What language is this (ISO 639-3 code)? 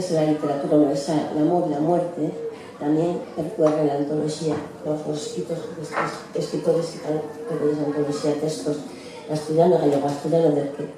ast